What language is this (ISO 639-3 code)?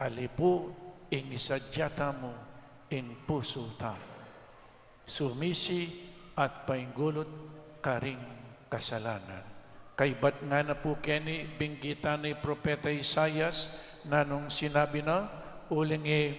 pam